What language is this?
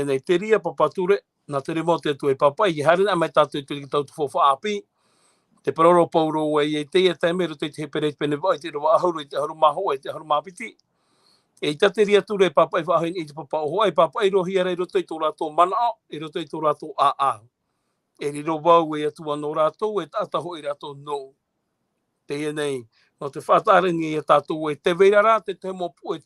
Tahitian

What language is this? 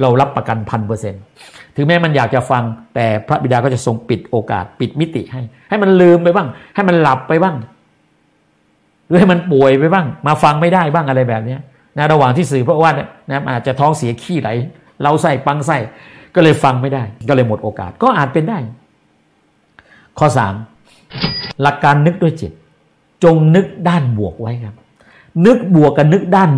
Thai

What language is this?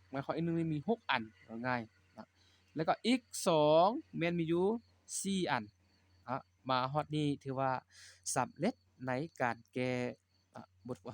Lao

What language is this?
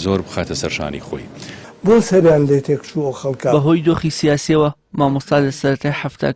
Central Kurdish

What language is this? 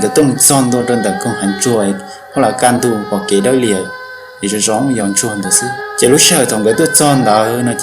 Hmong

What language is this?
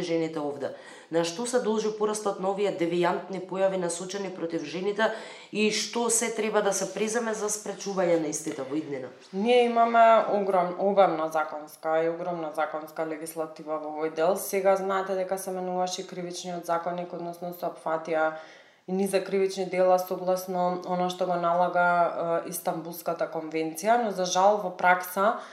Macedonian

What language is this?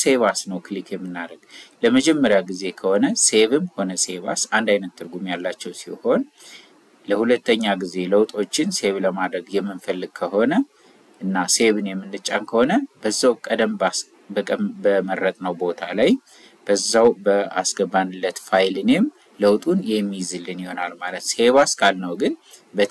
Amharic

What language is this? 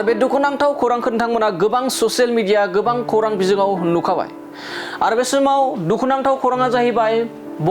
Bodo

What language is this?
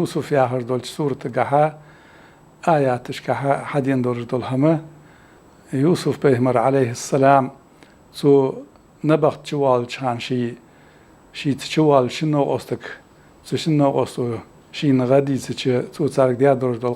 Ingush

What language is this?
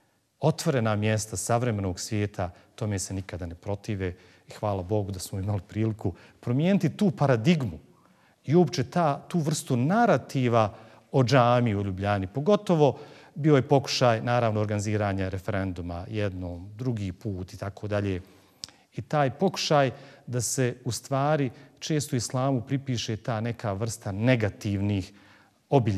Bosnian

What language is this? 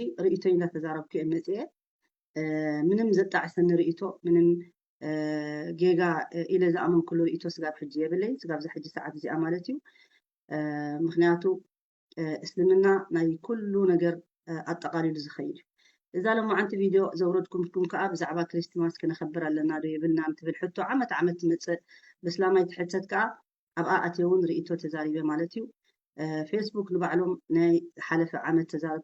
Tigrinya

